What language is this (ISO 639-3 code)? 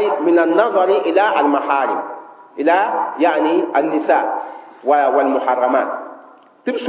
mos